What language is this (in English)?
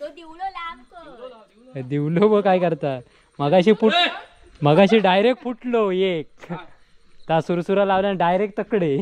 Konkani